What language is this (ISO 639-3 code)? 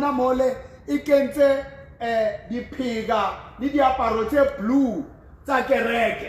sot